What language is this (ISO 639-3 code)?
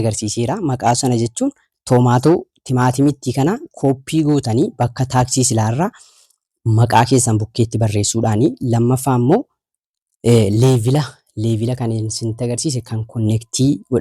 orm